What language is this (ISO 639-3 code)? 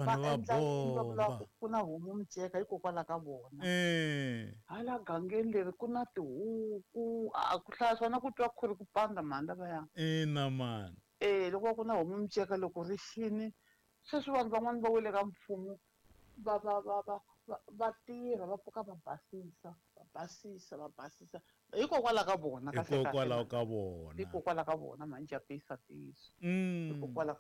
tso